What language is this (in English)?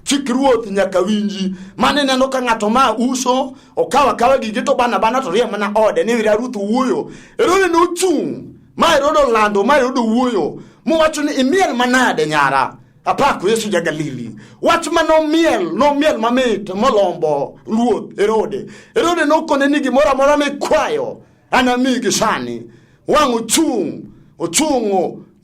Luo (Kenya and Tanzania)